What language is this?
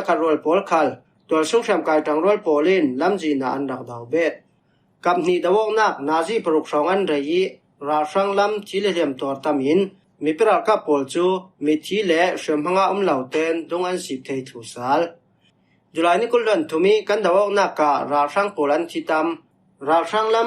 Falam Chin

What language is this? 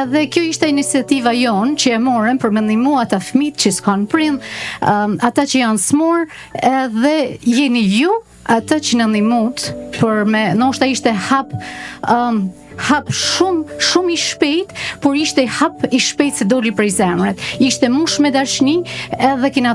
Albanian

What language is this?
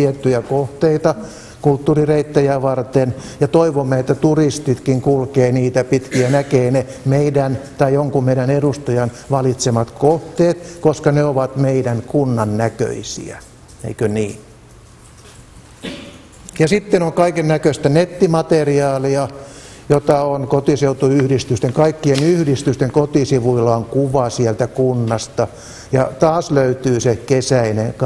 Finnish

